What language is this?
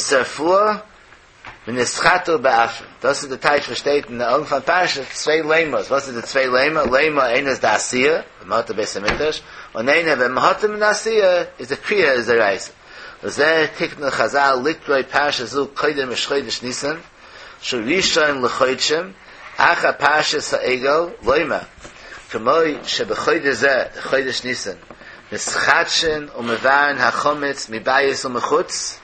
Yiddish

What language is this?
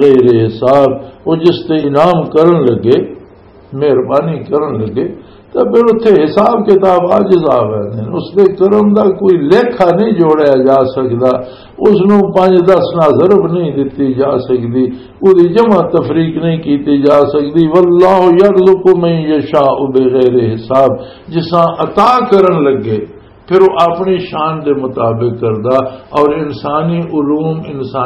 Western Panjabi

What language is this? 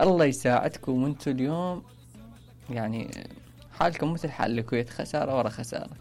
Mesopotamian Arabic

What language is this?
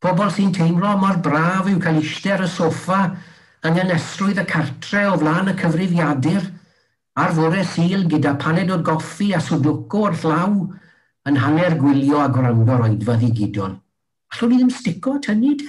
Welsh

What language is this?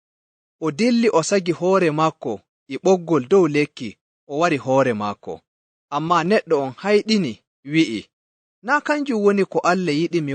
Nigerian Fulfulde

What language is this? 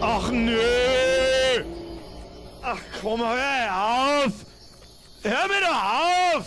Bavarian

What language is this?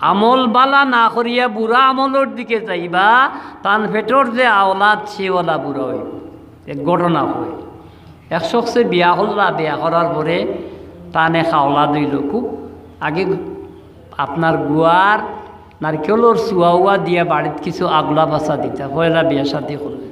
Sylheti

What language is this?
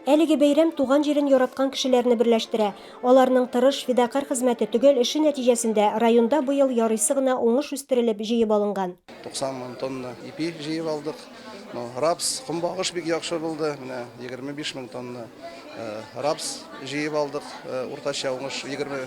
Tatar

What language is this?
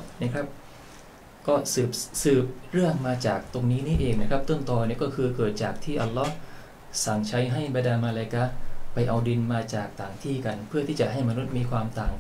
Thai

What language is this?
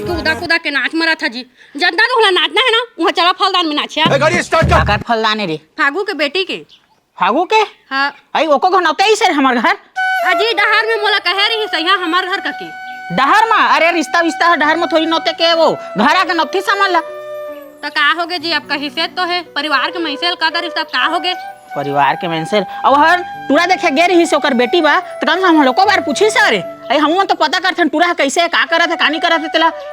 Chhattisgarhi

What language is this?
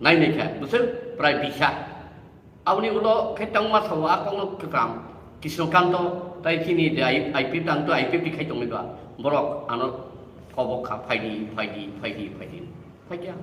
Riang (India)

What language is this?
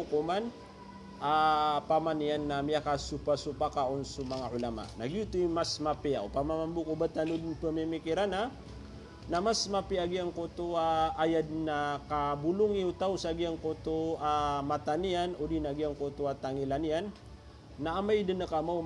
Maranao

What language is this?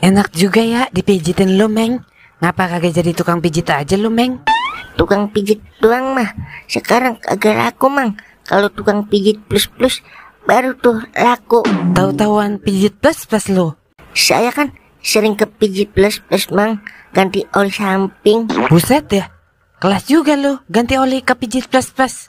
Betawi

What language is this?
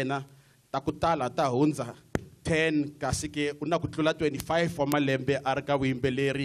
Tsonga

